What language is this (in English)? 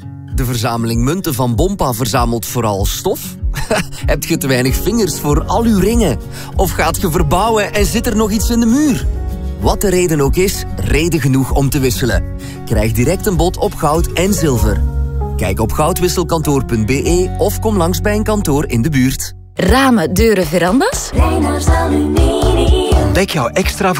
Dutch